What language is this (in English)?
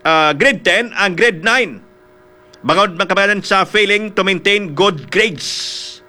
Hiligaynon